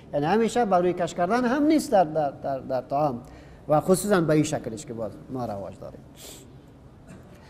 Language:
Persian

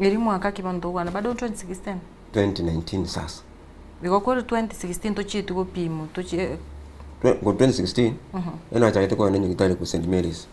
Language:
Gusii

